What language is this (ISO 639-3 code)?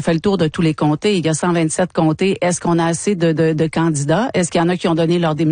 fra